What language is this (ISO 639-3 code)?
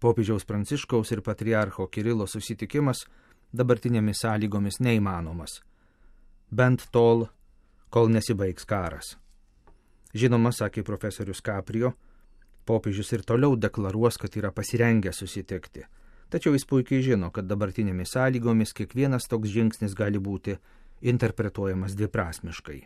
lit